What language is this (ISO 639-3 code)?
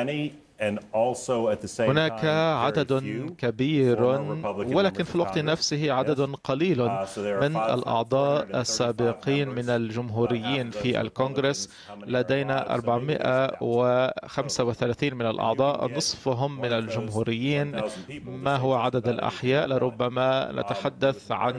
ara